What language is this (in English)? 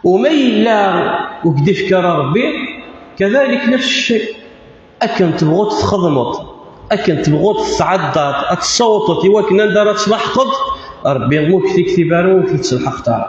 Kabyle